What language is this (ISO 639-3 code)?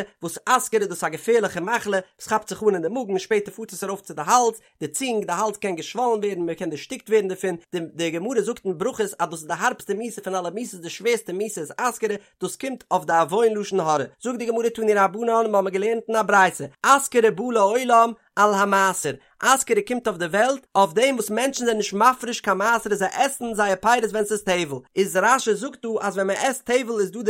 yid